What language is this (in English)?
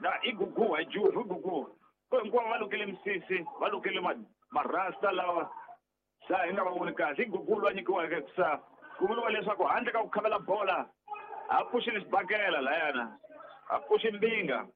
Tsonga